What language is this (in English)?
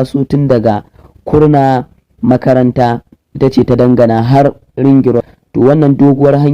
Hausa